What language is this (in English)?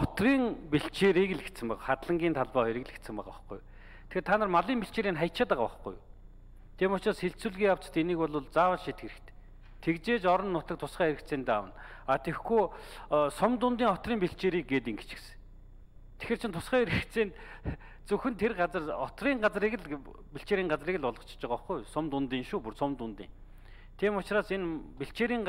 Mongolian